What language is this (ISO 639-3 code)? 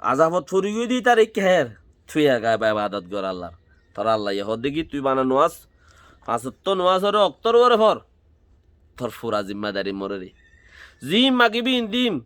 rhg